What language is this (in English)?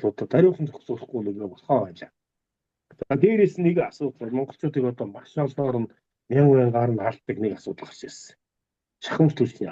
Mongolian